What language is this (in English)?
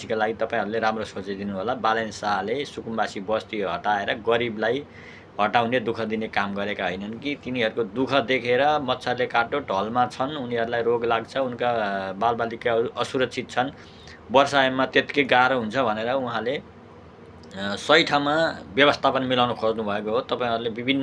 Nepali